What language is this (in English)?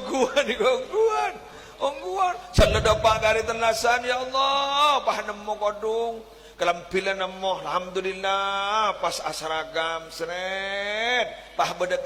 Madurese